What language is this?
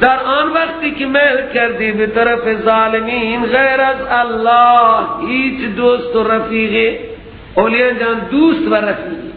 Persian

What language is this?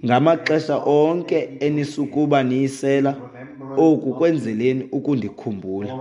Xhosa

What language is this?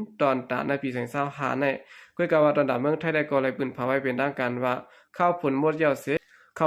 Shan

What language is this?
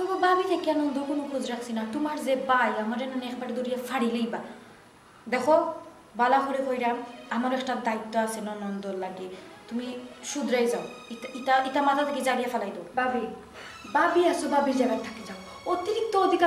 Sylheti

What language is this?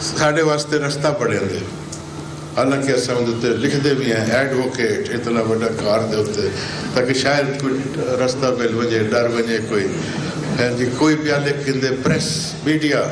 Saraiki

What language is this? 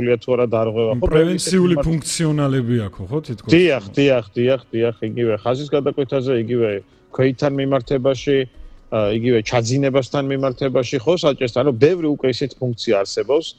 Georgian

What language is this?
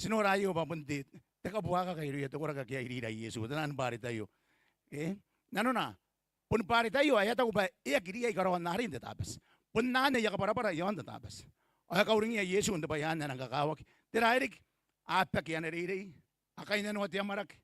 Gilbertese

